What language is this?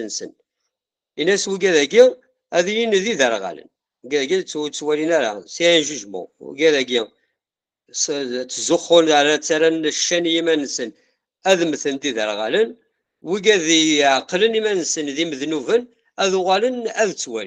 Kabyle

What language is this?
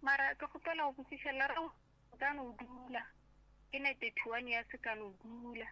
Northern Sotho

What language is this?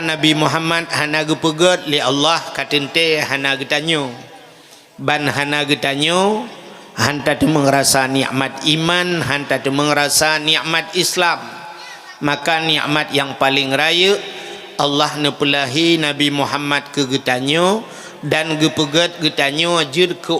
Achinese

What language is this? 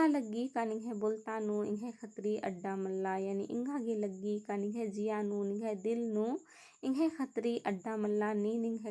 Kurukh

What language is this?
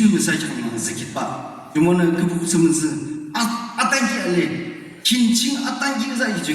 Yimchungru Naga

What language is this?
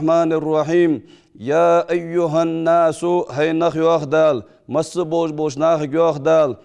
Ingush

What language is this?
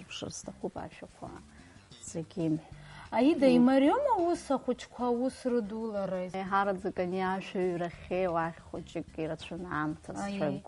Abkhazian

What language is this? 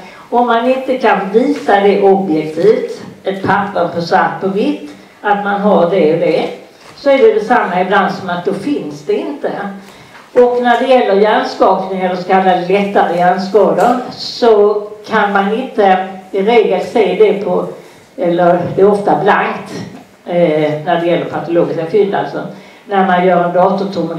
Swedish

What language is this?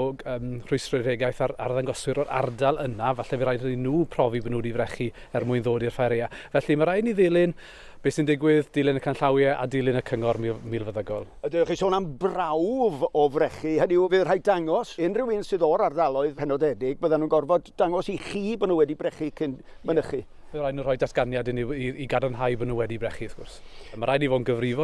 Welsh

